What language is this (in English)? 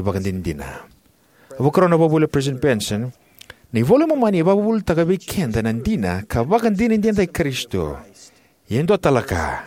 Fijian